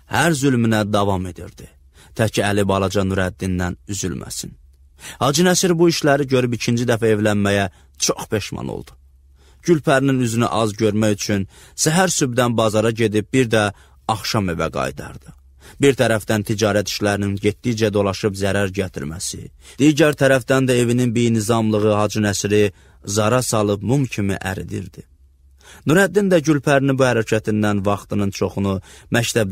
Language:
Azerbaijani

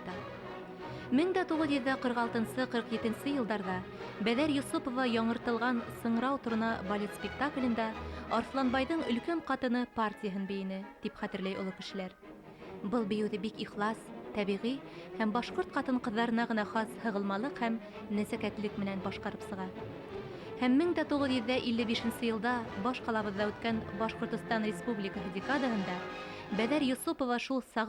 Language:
Bashkir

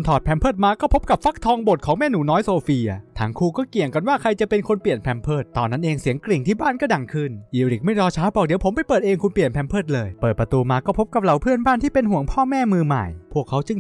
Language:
Thai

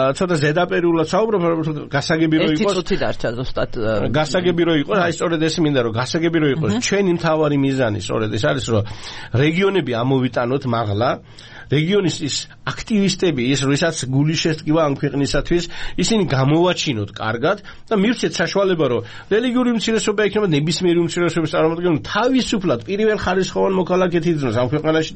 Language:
Georgian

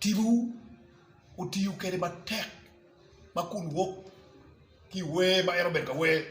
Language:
Acoli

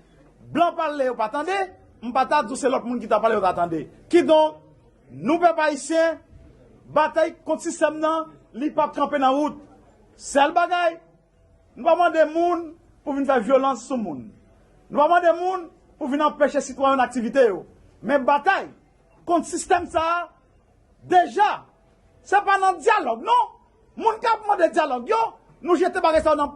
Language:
Haitian Creole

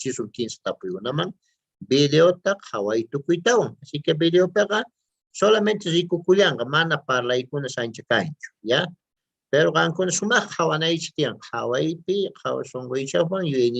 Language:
South Bolivian Quechua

